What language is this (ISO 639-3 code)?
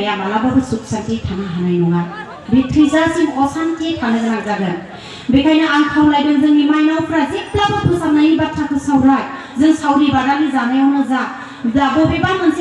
brx